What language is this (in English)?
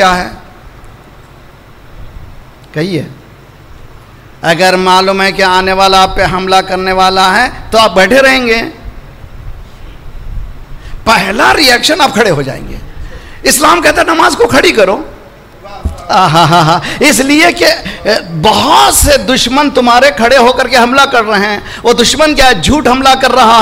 Urdu